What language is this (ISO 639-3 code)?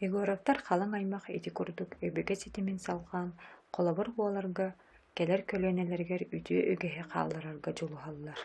sah